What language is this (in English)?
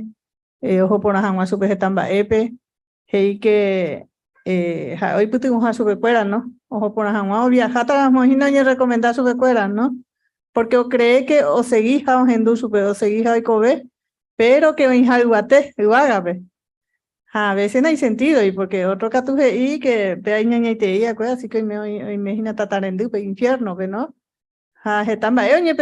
Guarani